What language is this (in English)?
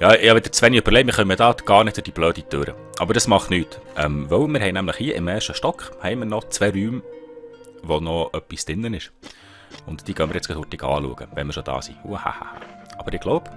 Swiss German